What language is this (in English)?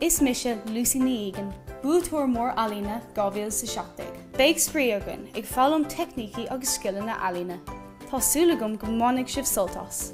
Irish